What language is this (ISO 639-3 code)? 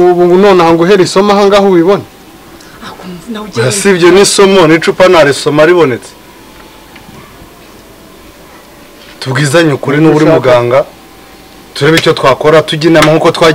kin